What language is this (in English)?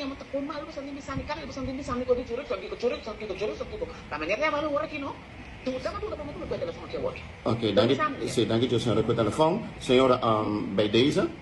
Papiamento